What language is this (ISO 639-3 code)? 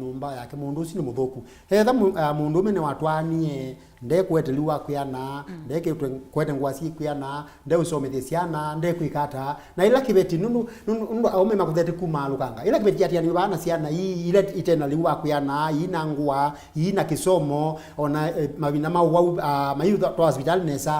kam